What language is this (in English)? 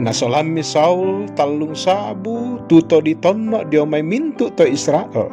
Toraja-Sa'dan